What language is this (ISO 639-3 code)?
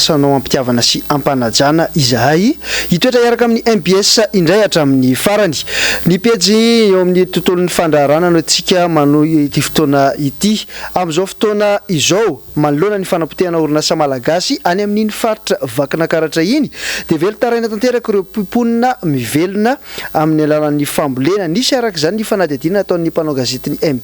mlg